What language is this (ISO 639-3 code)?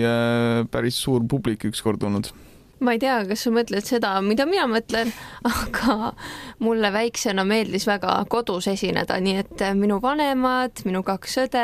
est